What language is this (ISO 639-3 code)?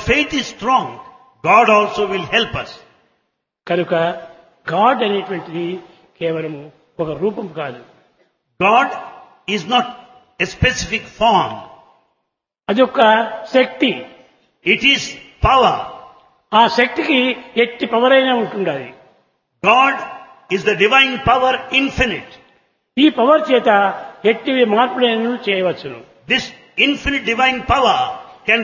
tel